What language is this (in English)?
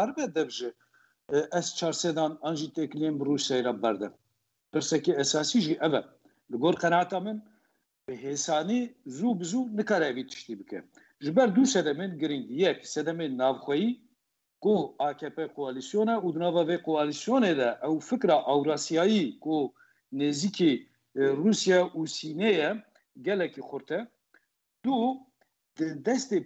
Kurdish